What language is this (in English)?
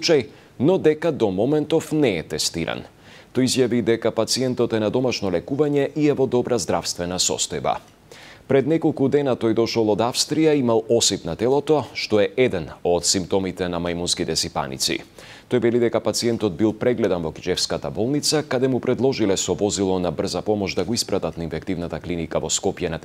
Macedonian